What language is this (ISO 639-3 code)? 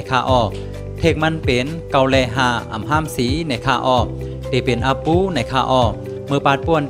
shn